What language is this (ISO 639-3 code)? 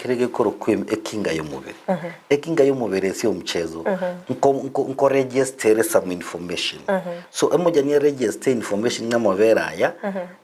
guz